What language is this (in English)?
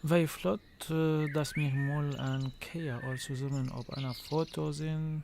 North Levantine Arabic